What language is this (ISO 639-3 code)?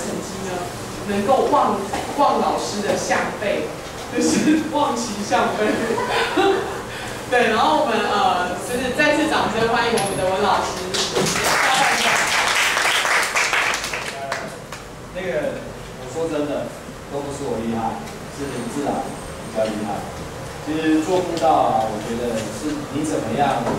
zho